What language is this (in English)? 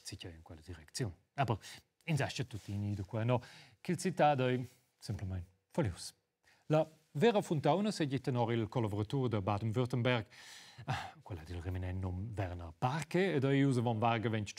Romansh